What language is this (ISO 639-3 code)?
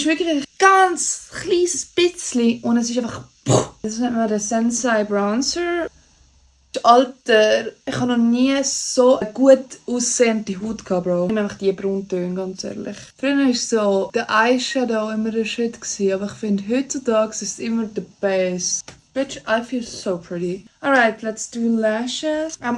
gsw